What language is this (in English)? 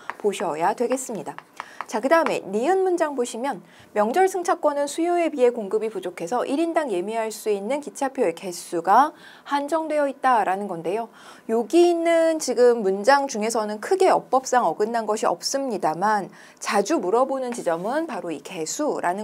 Korean